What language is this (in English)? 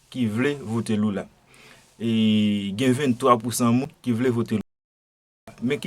Haitian Creole